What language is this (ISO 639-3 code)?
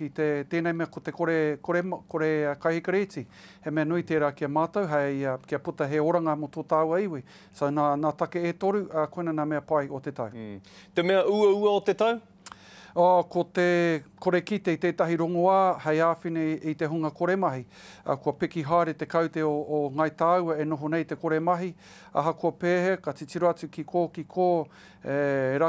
mri